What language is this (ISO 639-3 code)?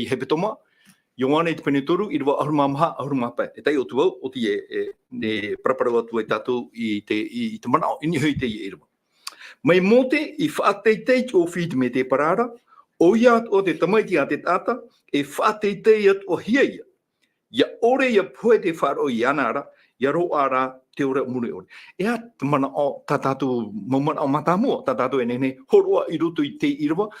tah